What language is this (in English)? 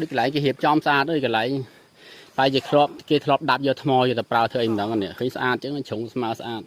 Khmer